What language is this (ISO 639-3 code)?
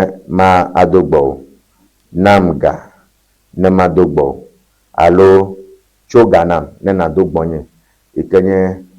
ewe